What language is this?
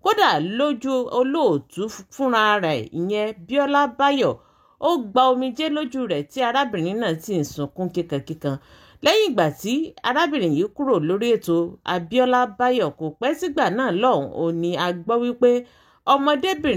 Yoruba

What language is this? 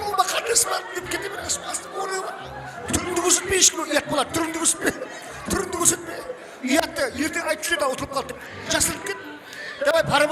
Kara-Kalpak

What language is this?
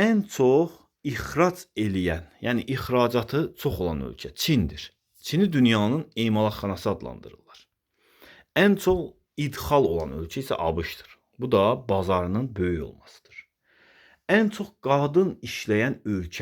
Azerbaijani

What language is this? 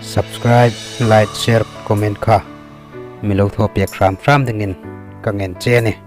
Hmar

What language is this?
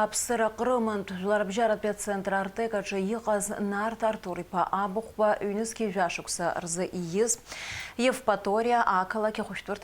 Abkhazian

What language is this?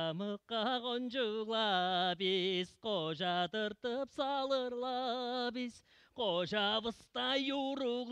Tuvinian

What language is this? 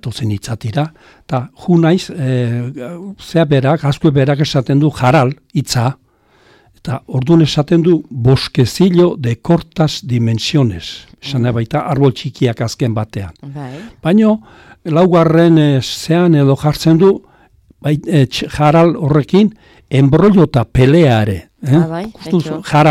Basque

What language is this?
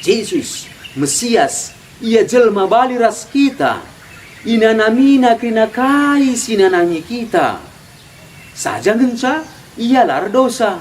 Batak Karo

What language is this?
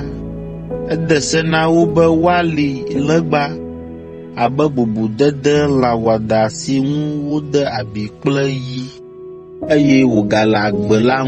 Ewe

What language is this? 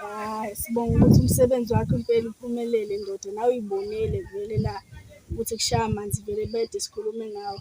Zulu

